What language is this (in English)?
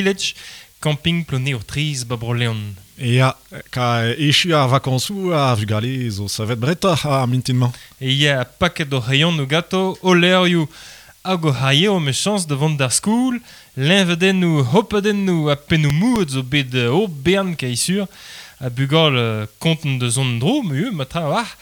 Breton